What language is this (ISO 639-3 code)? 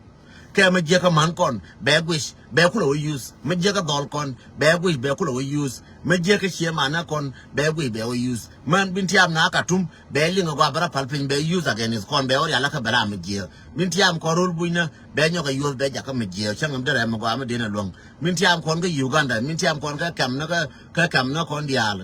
nus